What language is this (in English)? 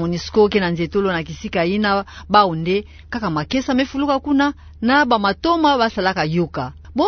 Kituba (Democratic Republic of Congo)